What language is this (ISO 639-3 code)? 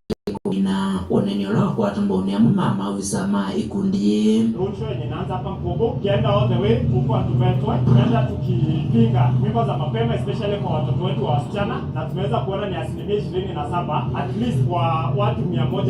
kam